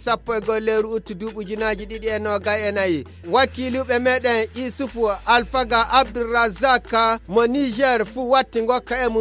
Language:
Fula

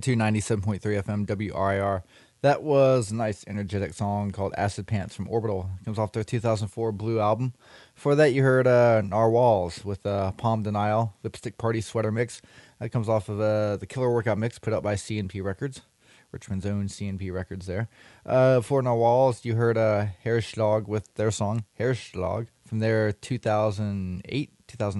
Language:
English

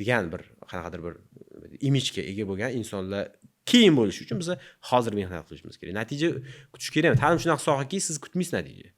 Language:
Uzbek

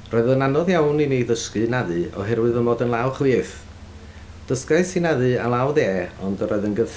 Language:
Welsh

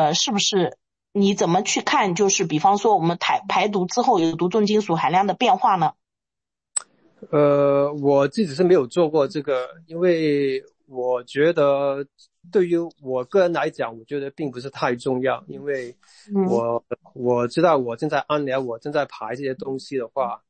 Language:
Chinese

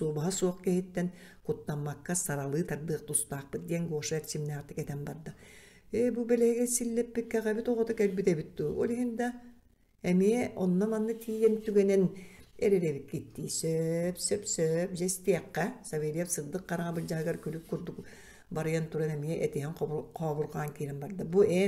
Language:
Yakut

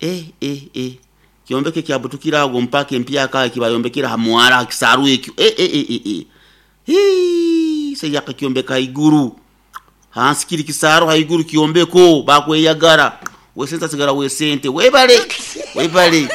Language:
Nyoro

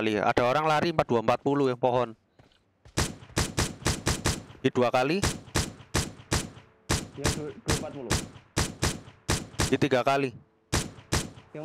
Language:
Indonesian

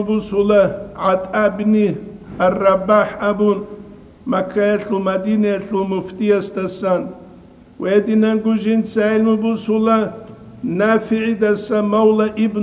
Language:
Avaric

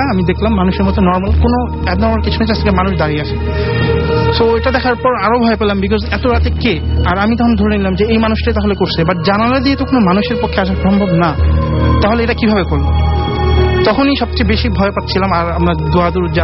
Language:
Bangla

